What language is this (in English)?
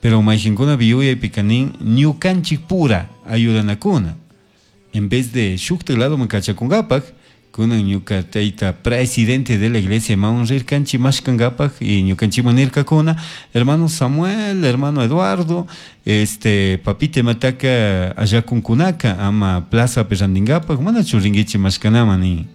Chimborazo Highland Quichua